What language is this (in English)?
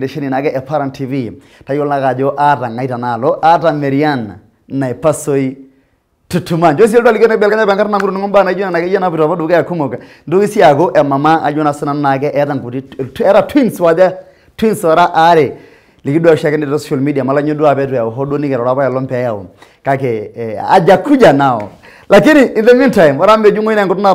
Masai